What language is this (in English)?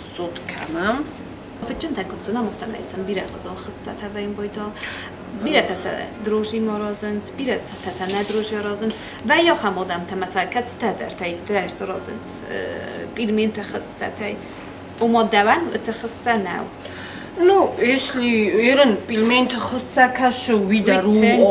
Ossetic